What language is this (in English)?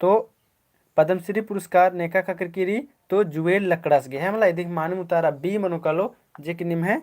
Kurukh